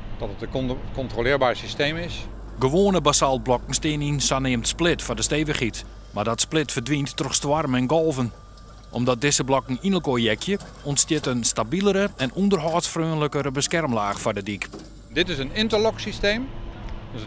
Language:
Western Frisian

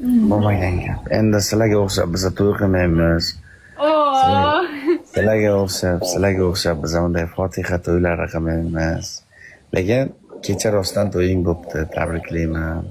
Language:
Uzbek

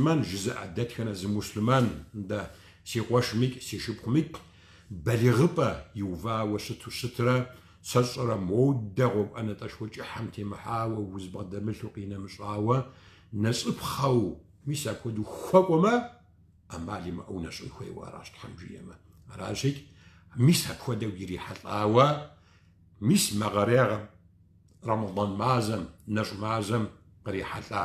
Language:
Kabardian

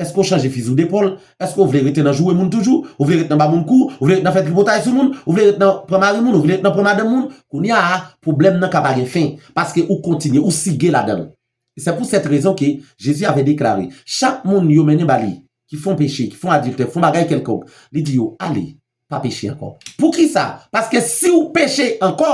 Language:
Haitian Creole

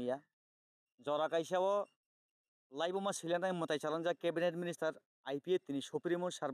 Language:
Kok Borok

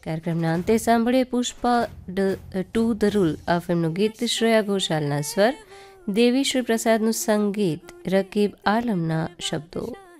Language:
Gujarati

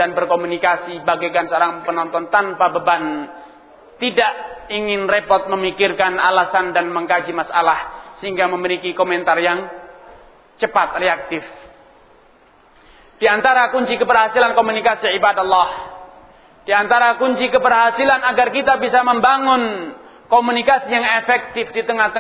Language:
Indonesian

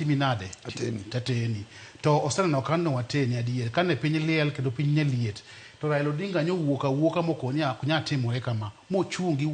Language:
Luo (Kenya and Tanzania)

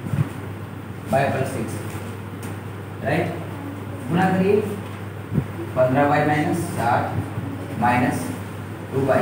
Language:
Hindi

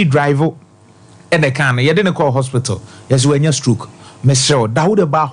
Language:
Akan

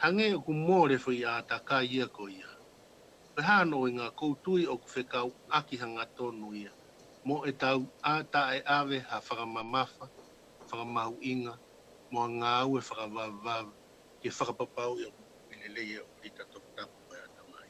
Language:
Tongan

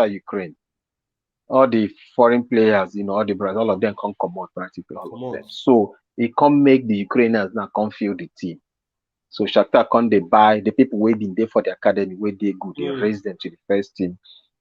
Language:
Nigerian Pidgin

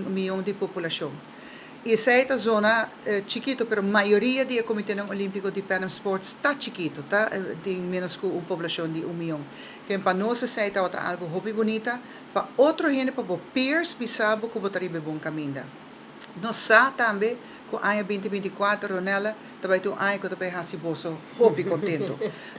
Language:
Papiamento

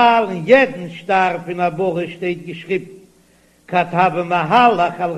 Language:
Yiddish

